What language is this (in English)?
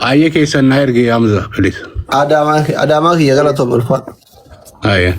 Oromo